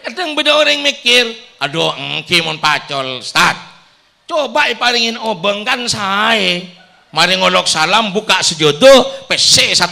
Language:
Madurese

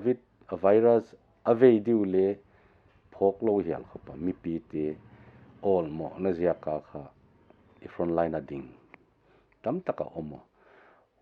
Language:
Paite Chin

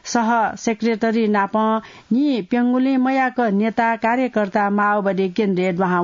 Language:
Newari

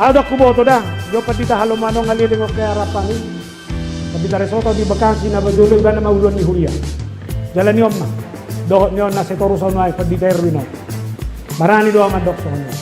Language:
Batak Toba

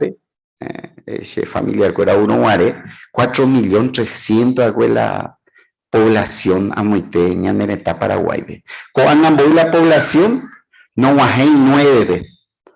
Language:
Guarani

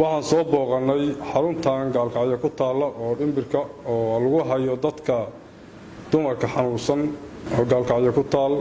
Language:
Somali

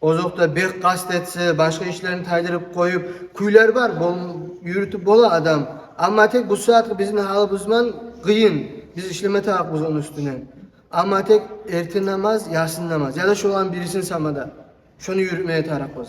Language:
Kumyk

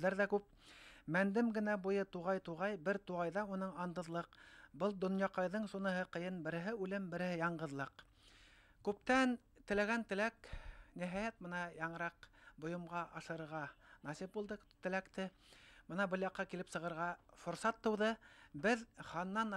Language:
Bashkir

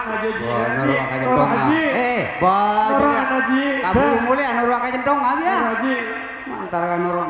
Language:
Madurese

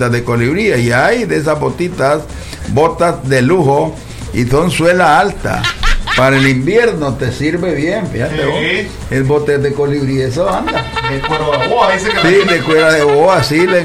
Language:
Spanish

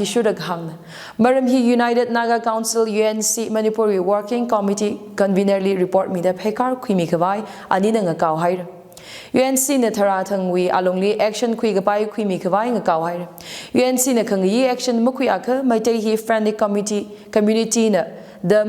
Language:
Tangkhul Naga (India)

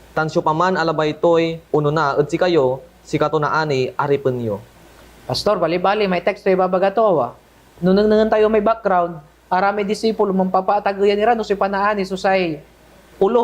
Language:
Pangasinan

